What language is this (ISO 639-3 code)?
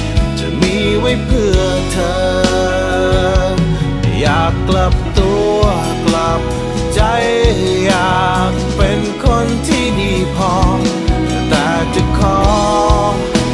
tha